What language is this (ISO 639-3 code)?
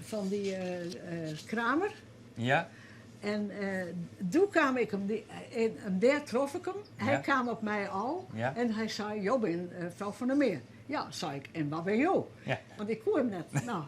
fry